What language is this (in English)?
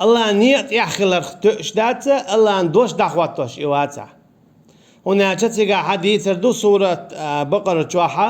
Chechen